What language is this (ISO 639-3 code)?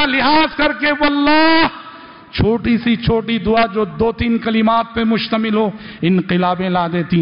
urd